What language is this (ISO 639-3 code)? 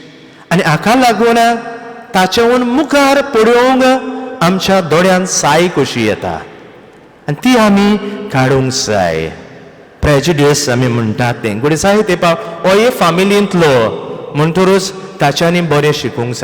kok